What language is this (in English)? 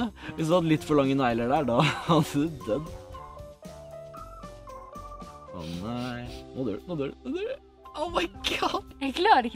Norwegian